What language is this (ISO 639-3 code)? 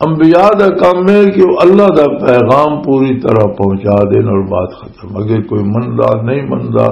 lah